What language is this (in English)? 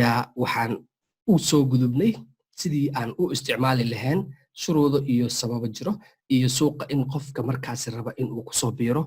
Somali